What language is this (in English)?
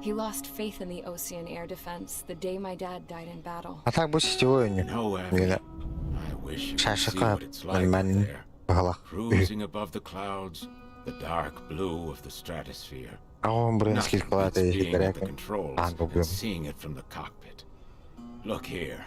Yakut